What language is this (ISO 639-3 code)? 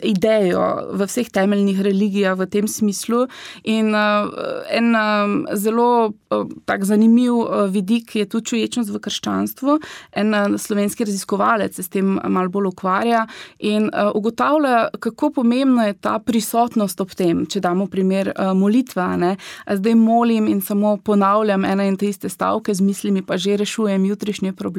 slv